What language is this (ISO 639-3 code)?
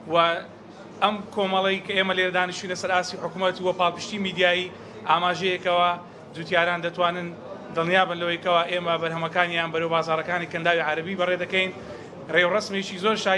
ckb